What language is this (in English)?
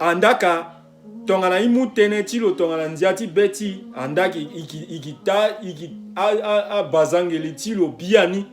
Sango